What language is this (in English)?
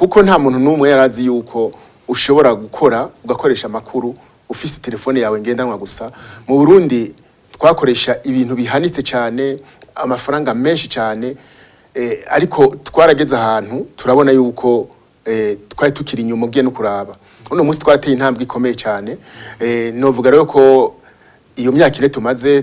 Rundi